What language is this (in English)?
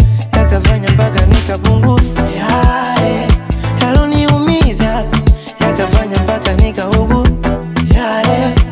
Swahili